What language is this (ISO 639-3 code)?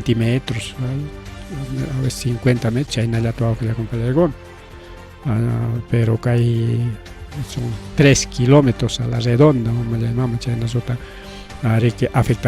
quy